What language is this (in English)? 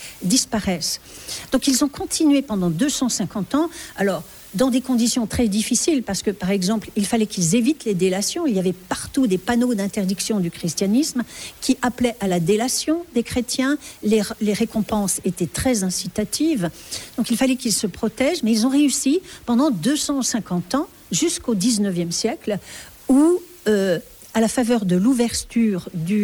French